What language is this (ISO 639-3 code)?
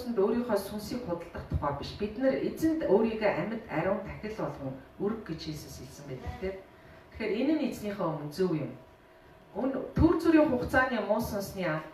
mon